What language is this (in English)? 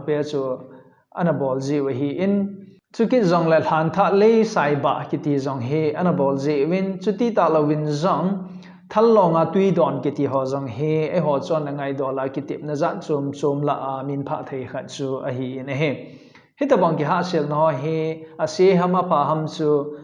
Thado Chin